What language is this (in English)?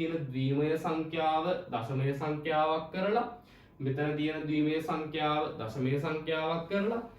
Sinhala